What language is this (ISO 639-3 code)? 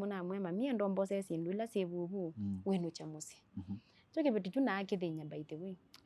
kam